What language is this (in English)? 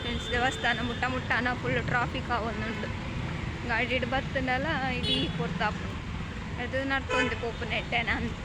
Tulu